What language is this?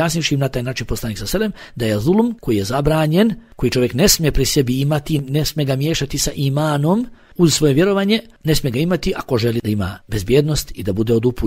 Bosnian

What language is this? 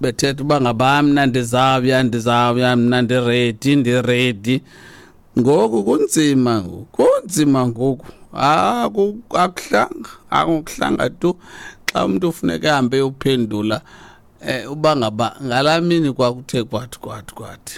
Xhosa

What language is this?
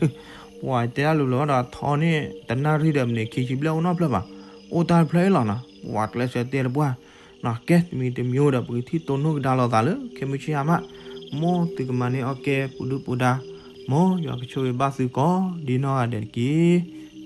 S'gaw Karen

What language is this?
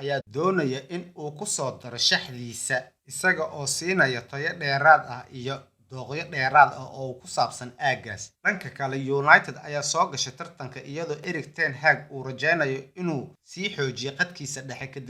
Somali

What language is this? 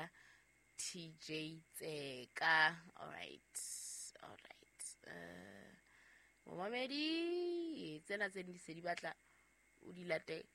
Southern Sotho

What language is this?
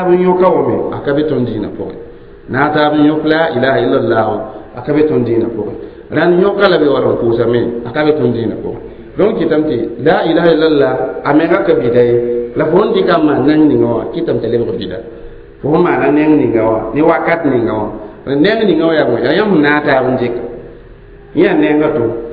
Mossi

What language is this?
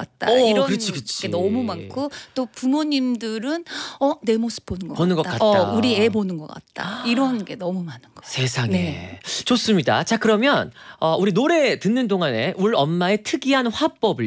Korean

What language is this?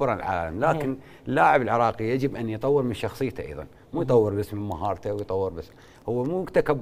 Mesopotamian Arabic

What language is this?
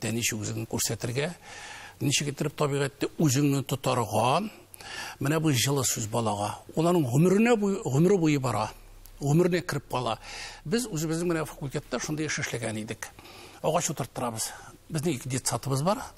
Tatar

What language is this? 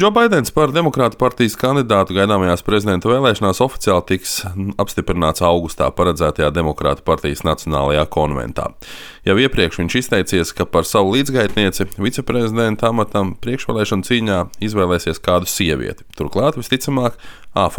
Latvian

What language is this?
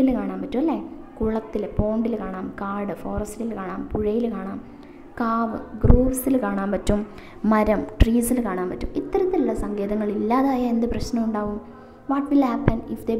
Malayalam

